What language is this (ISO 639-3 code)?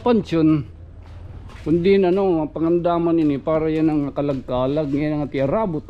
war